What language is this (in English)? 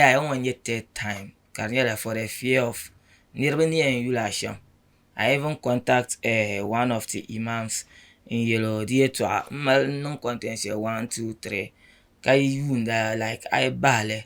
Dagbani